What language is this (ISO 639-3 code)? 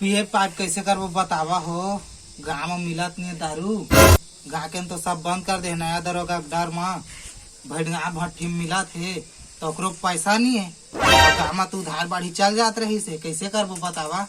hne